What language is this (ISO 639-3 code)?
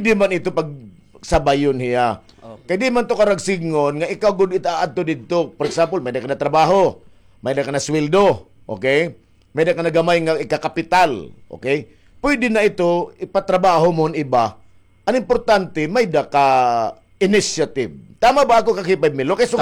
war